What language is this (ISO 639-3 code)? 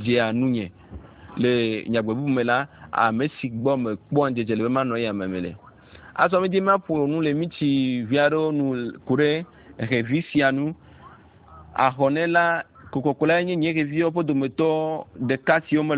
ewe